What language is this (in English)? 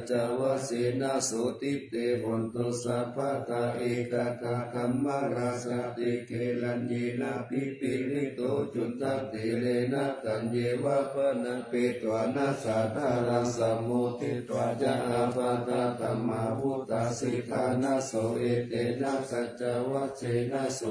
Pali